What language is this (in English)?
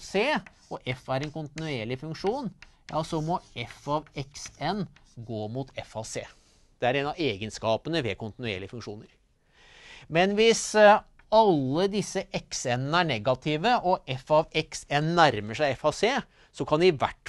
Norwegian